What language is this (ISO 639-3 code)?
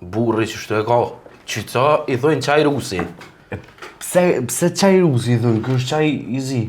sqi